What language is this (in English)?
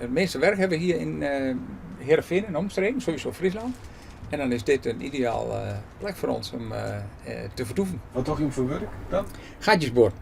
Western Frisian